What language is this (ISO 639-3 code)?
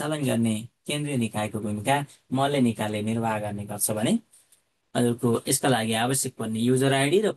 nep